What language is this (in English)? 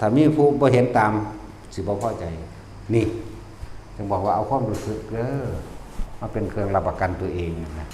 Lao